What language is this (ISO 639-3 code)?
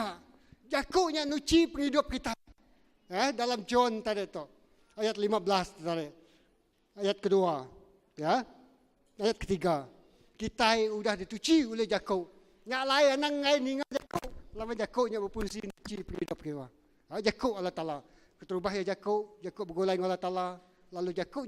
iba